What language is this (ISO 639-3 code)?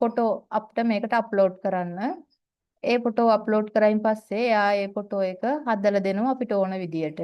sin